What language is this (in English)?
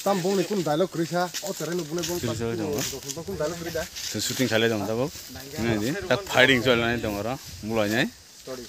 Kok Borok